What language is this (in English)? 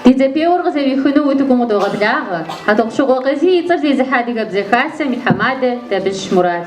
Kabardian